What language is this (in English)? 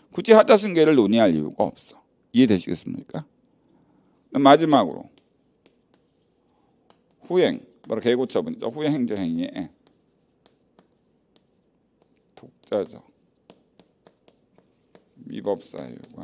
Korean